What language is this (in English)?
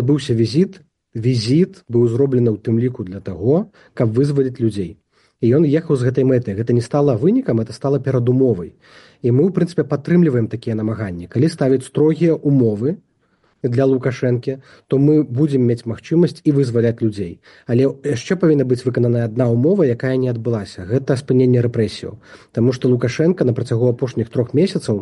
Belarusian